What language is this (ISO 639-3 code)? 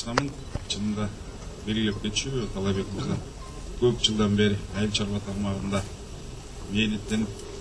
kir